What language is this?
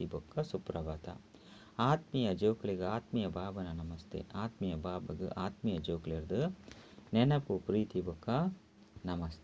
Tulu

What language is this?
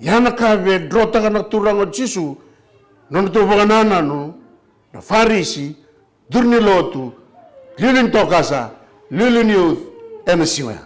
Fijian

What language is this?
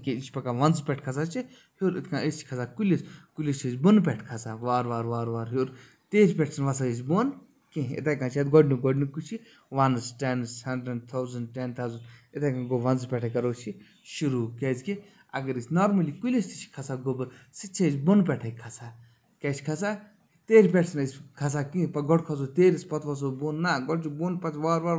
Kashmiri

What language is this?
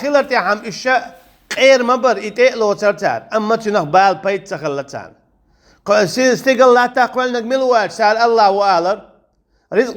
Chechen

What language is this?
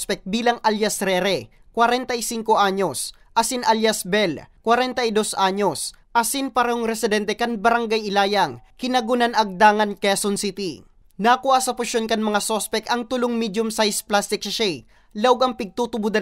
Bikol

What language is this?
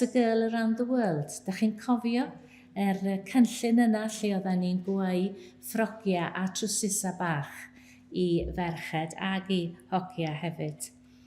Welsh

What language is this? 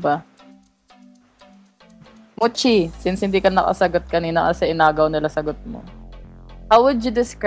Filipino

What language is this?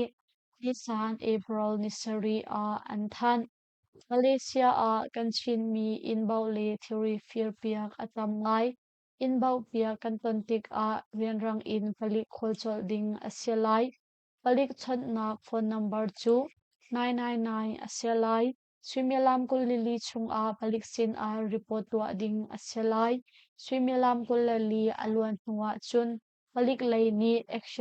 Hakha Chin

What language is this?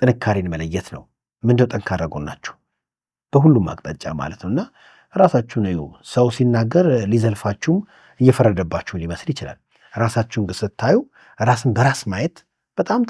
Amharic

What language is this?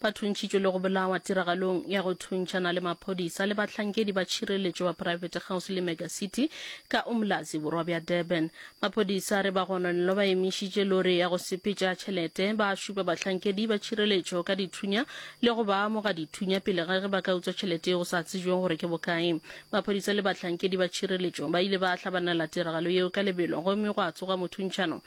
Northern Sotho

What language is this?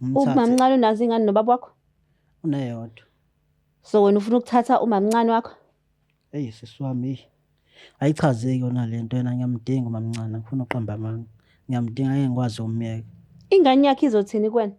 Zulu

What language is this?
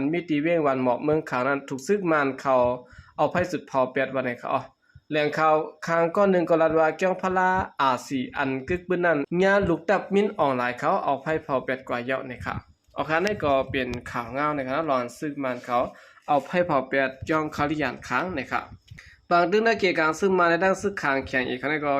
Shan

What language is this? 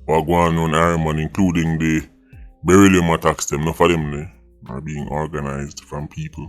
Jamaican Creole English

